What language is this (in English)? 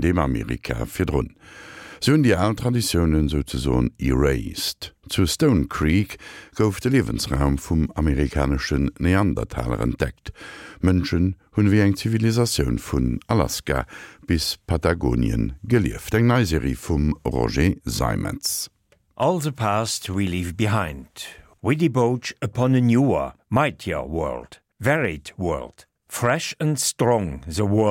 Luxembourgish